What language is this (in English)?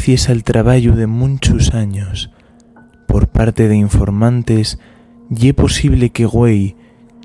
Asturian